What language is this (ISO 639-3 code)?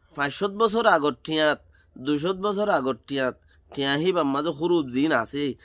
rhg